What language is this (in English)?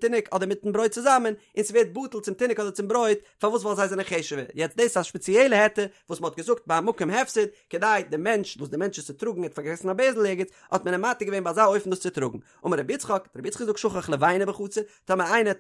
Yiddish